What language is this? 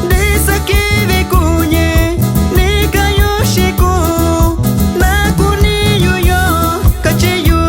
Metlatónoc Mixtec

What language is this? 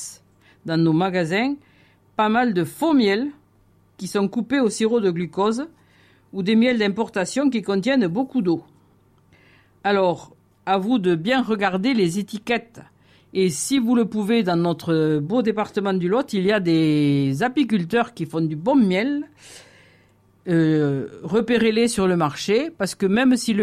French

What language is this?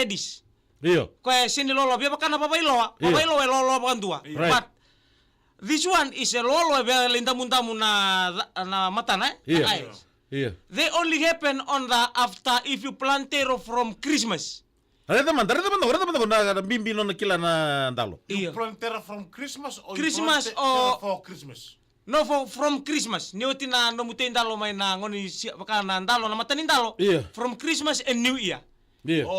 Fijian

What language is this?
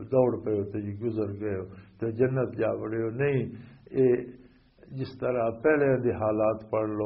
Western Panjabi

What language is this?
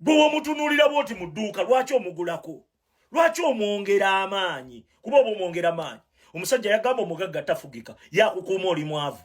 Ganda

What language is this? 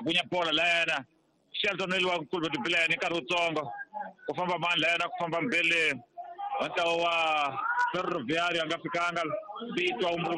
Tsonga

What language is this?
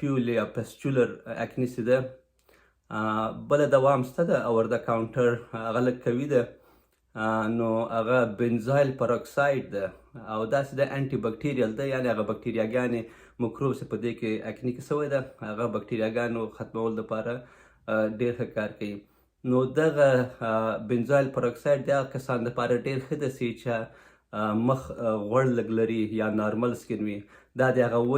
Pashto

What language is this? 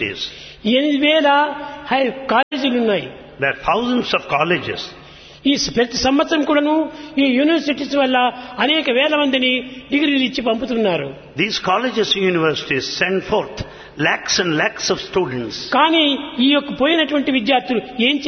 Telugu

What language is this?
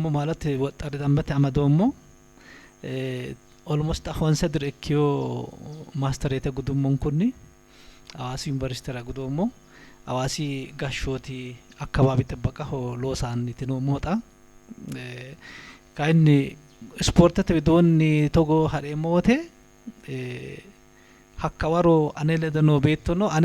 Sidamo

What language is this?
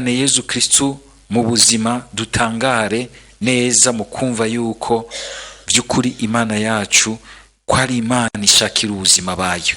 Rundi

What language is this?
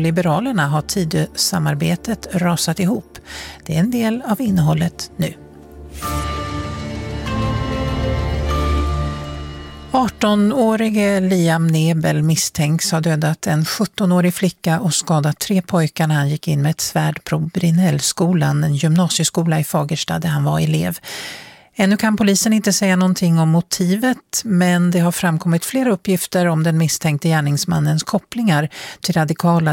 Swedish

